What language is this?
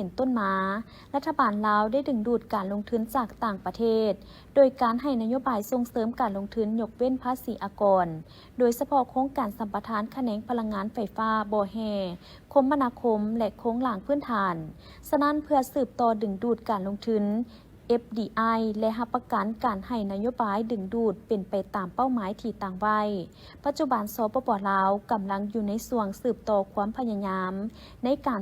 Lao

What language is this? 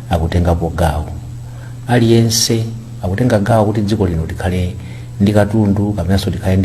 Nyanja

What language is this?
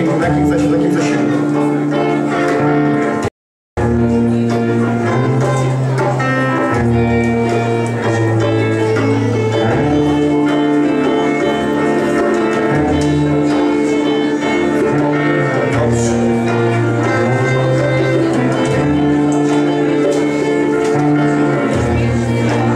Polish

